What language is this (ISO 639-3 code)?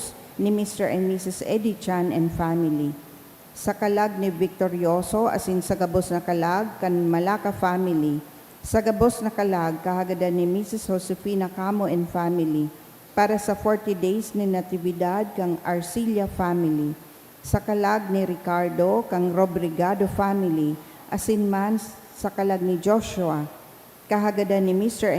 bik